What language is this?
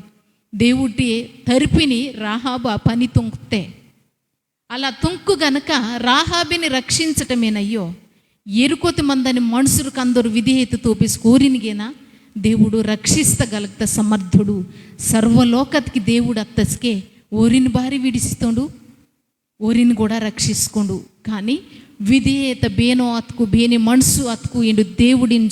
Koya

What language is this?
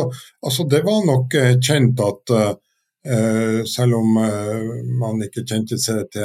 Norwegian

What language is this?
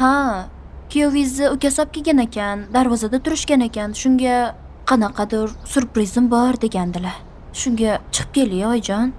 Uzbek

